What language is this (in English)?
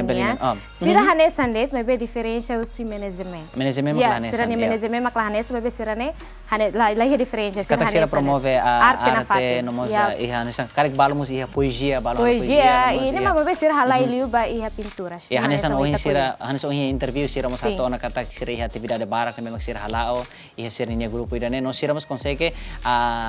Tetum